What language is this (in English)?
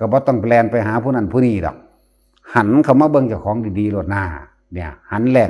Northeastern Thai